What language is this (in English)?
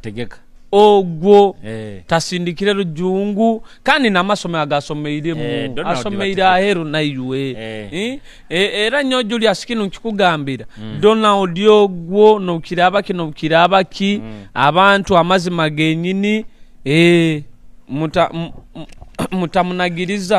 Nyoro